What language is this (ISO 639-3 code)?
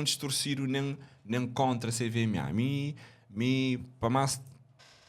kea